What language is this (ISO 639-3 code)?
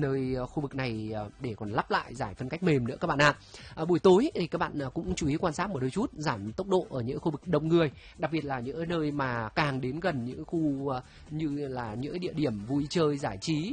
vie